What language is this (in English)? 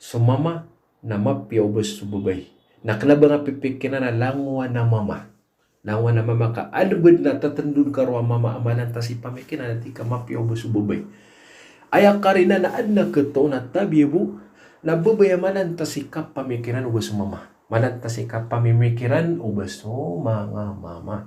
Maranao